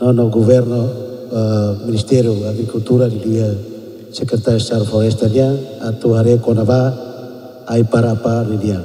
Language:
Tetum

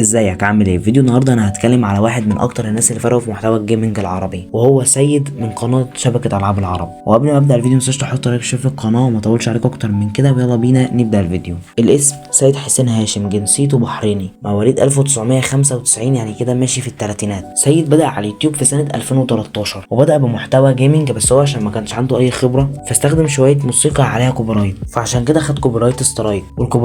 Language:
Egyptian Arabic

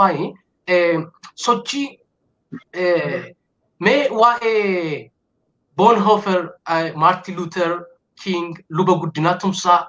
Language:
Oromo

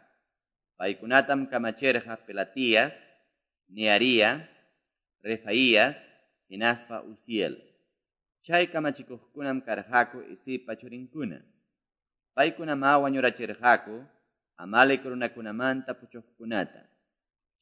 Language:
Quechua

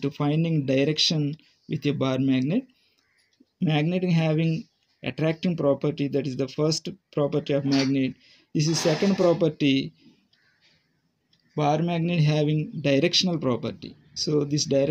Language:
Telugu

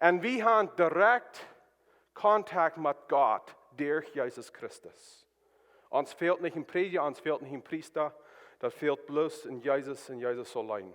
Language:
Plautdietsch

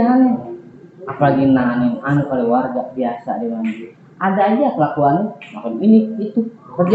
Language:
Betawi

